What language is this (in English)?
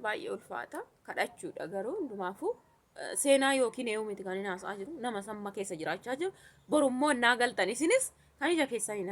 Oromo